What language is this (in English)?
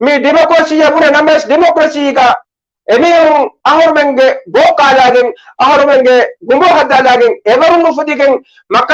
Divehi